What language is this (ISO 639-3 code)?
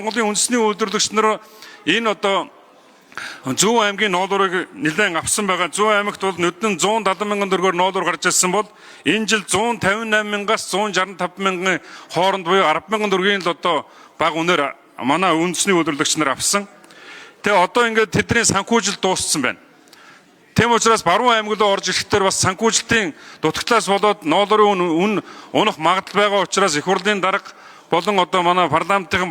mon